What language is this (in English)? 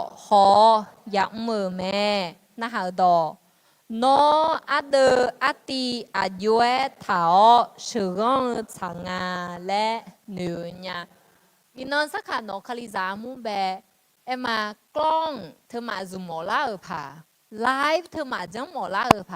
Akha